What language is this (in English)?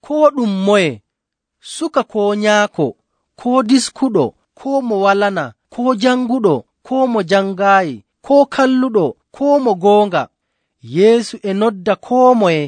Nigerian Fulfulde